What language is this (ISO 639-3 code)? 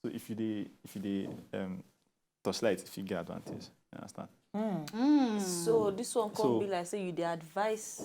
pcm